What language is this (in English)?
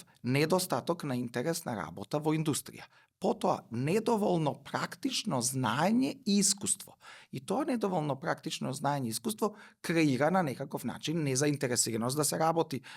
Macedonian